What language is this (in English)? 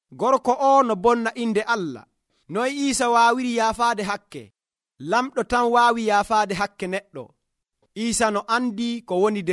Nigerian Fulfulde